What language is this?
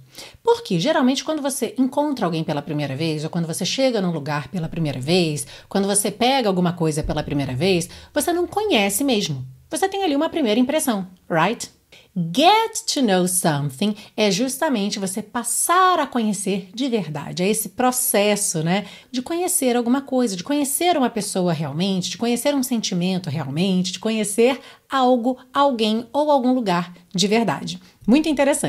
Portuguese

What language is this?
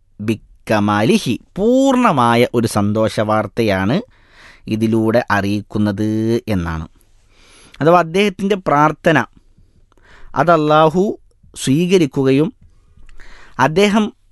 Malayalam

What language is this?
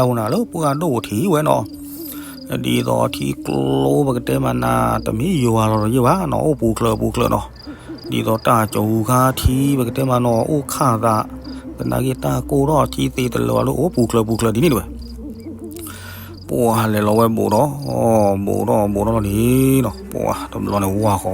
S'gaw Karen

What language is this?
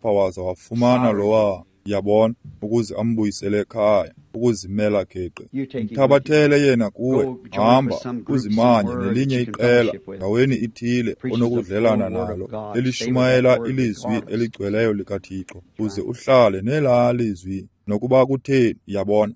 Xhosa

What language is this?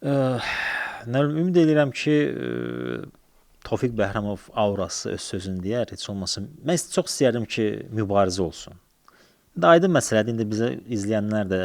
Azerbaijani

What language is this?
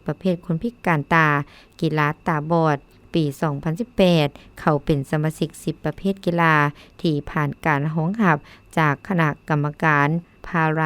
Lao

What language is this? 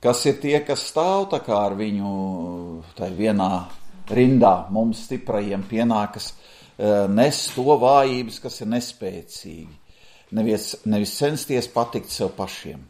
Latvian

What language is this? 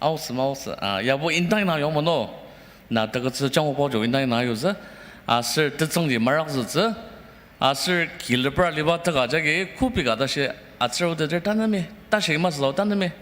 Ao Naga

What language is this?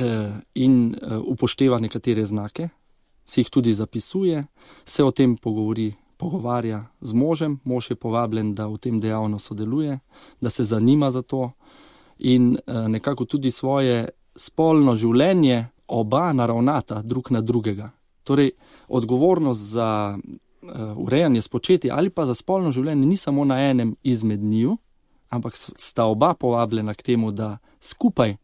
Slovenian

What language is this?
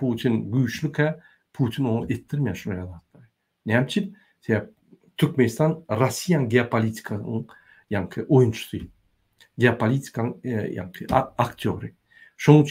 Turkmen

